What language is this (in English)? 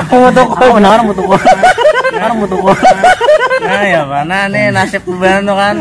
Banjar